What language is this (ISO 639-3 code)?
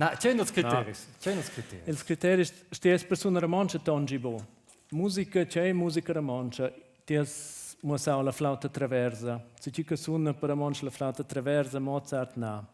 roh